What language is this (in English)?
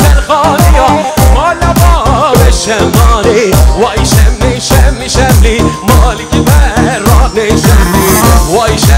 Turkish